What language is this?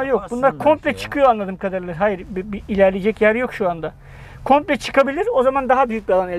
Turkish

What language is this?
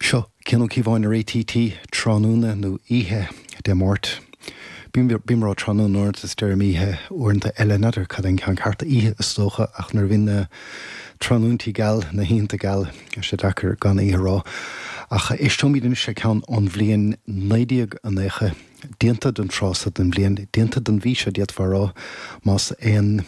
Irish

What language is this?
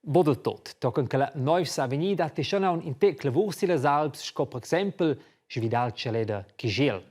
Romansh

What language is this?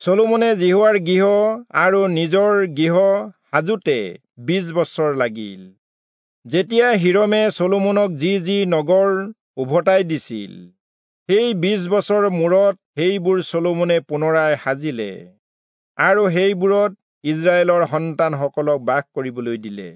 Assamese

